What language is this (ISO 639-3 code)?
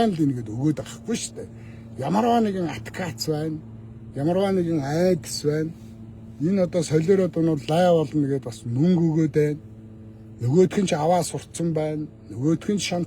mon